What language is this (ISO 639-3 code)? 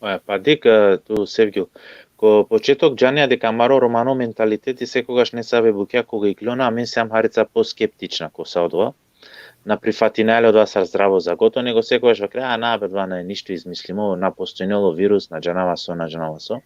rmn